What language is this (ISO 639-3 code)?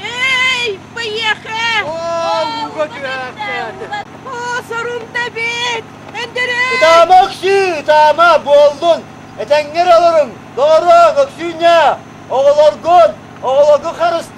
sah